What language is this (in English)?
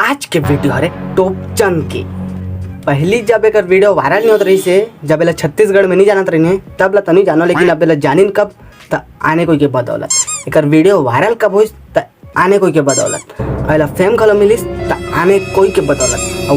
Chhattisgarhi